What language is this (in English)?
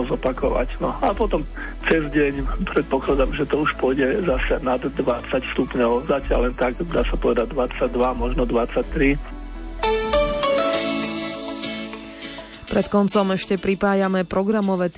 Slovak